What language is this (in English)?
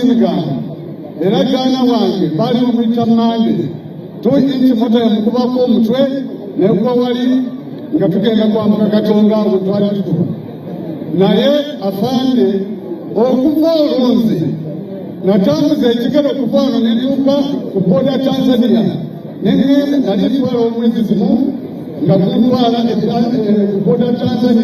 Ganda